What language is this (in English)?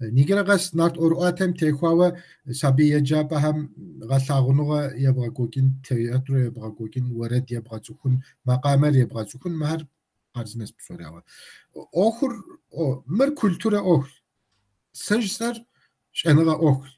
Kabardian